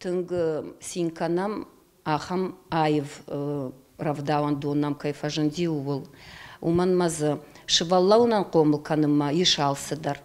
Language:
Ossetic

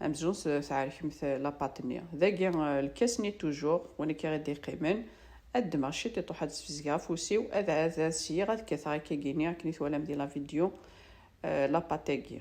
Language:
Kabyle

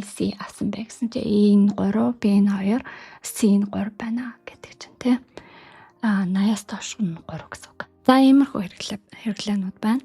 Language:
Mongolian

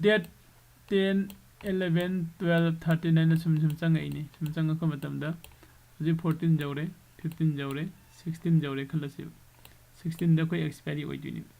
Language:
Manipuri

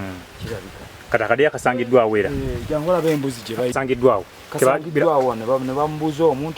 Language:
Ganda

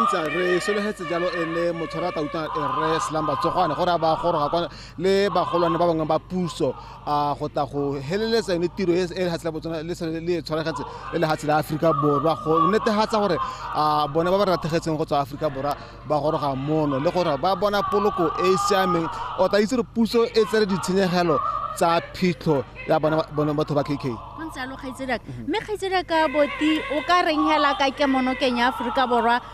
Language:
Tswana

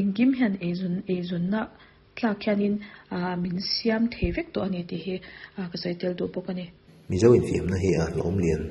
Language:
Mizo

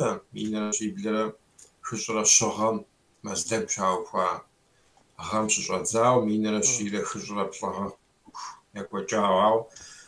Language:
Kabardian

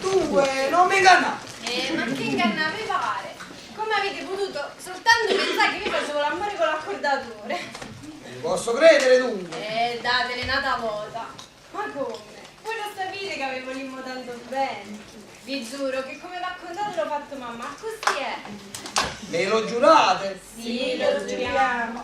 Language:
Neapolitan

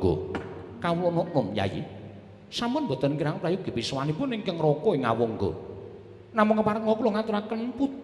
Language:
Javanese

